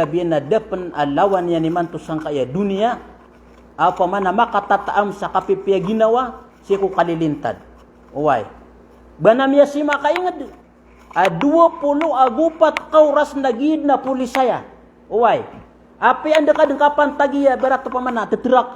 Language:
Maranao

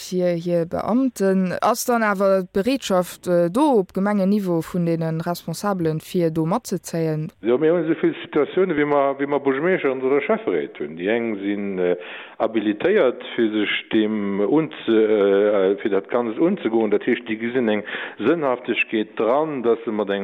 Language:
Luxembourgish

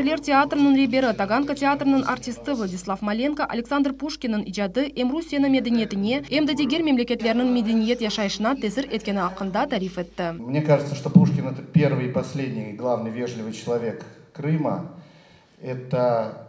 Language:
Crimean Tatar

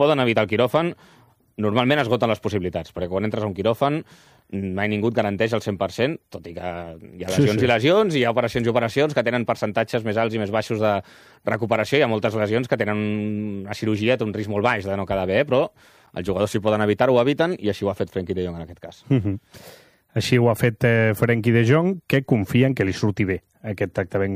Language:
Catalan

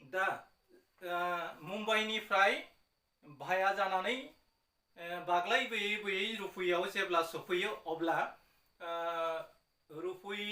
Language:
Bodo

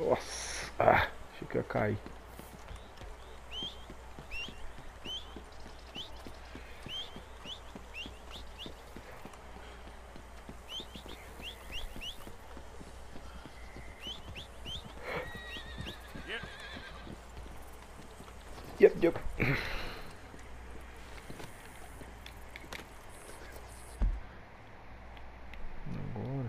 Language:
Portuguese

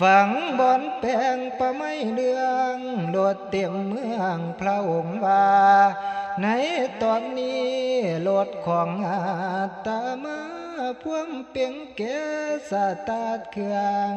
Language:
Northeastern Thai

